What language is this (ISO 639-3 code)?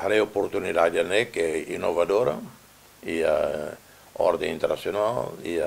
tet